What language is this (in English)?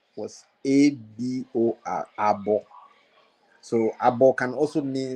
Ewe